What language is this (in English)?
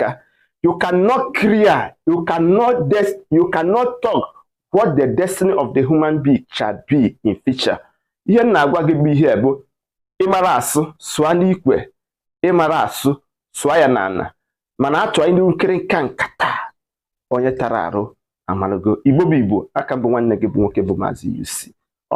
Igbo